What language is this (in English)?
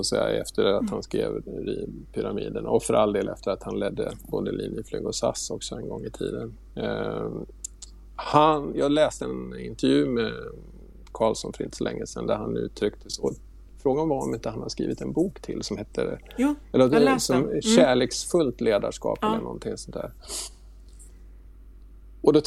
Swedish